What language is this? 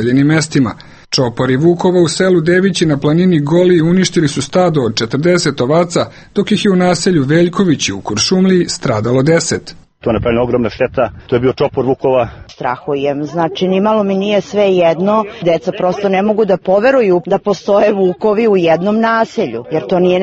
Serbian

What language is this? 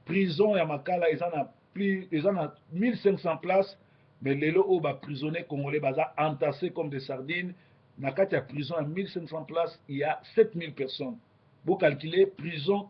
Lingala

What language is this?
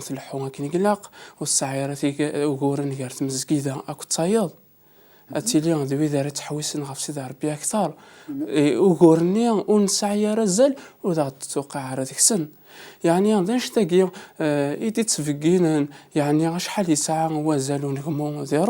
Kabyle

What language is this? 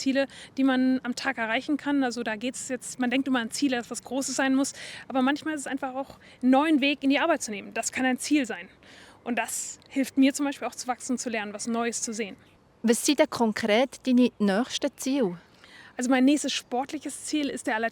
Swiss German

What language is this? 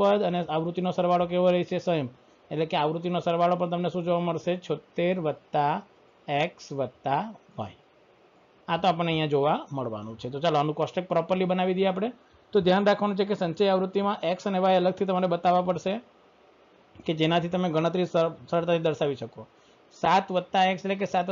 Gujarati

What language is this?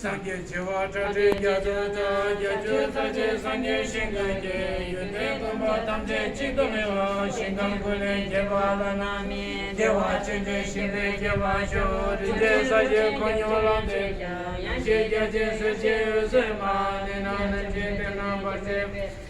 Tibetan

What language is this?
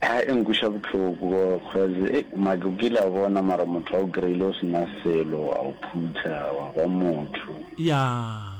Northern Sotho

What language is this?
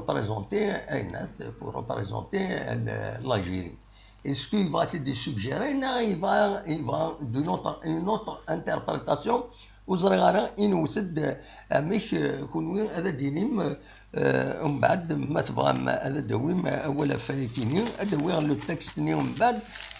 Kabyle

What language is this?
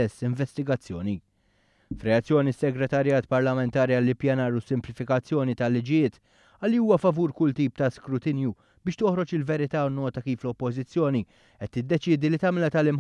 Maltese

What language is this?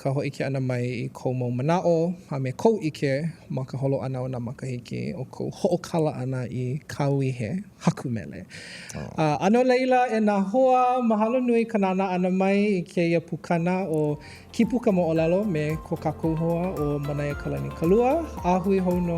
Hawaiian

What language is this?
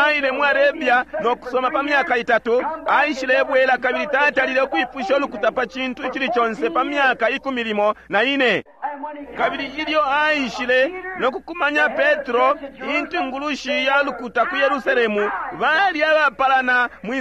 Bemba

